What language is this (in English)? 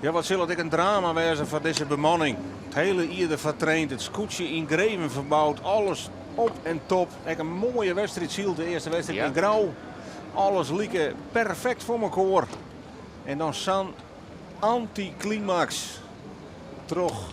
Western Frisian